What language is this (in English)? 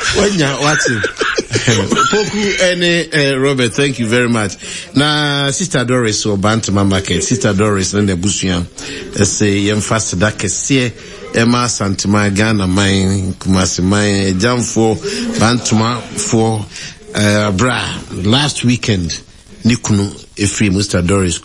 Akan